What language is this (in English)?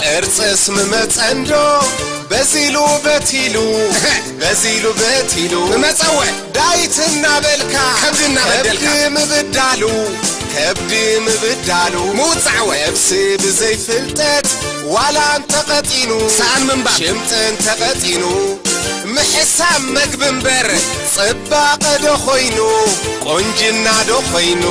Tigrinya